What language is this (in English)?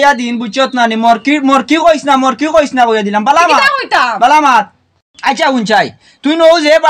Sylheti